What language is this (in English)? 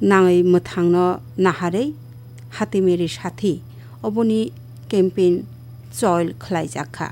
Kok Borok